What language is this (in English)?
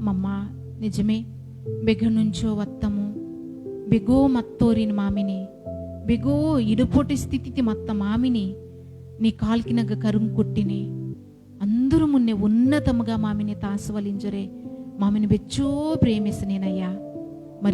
Koya